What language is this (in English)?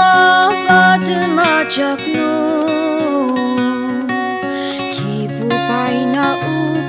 Ao Naga